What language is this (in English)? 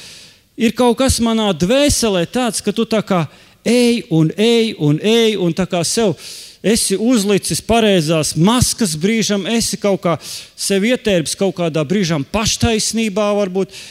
Latvian